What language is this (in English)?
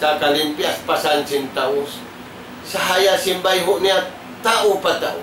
Tausug